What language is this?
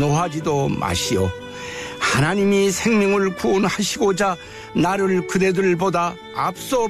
Korean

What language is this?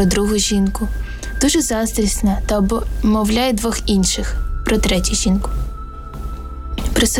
Ukrainian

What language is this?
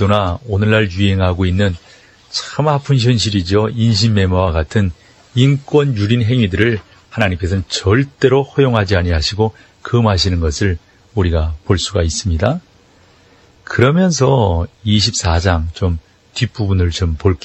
Korean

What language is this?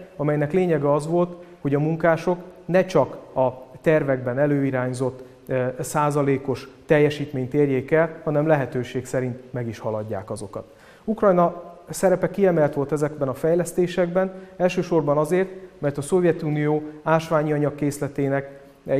Hungarian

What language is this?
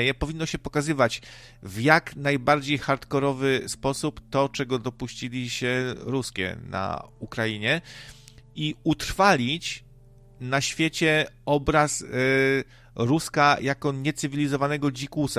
Polish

